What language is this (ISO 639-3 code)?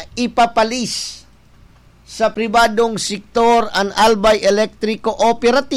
bik